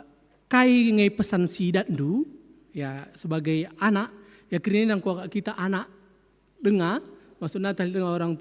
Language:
Batak Karo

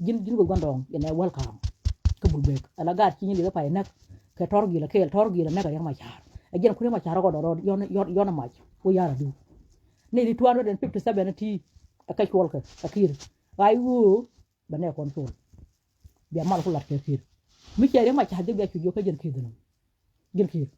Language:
Nuer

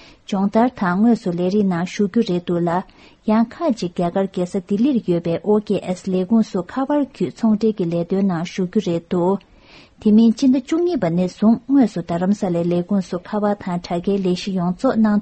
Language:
Tibetan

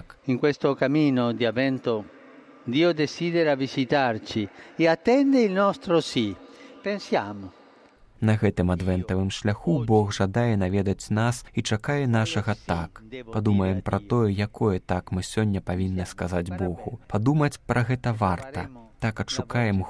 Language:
Belarusian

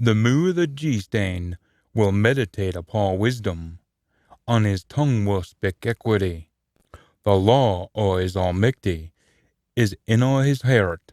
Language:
Scots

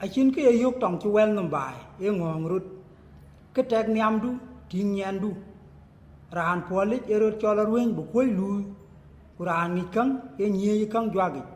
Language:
Dinka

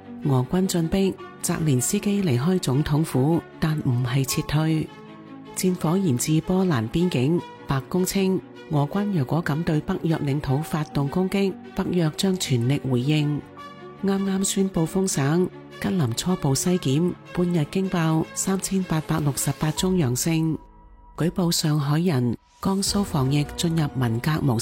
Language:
Cantonese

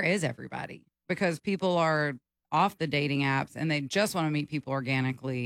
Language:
English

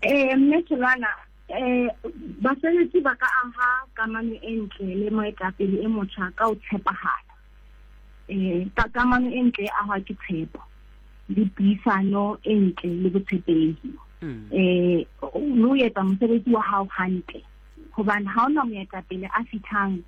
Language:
Southern Sotho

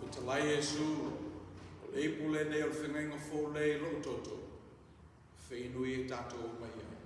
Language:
Samoan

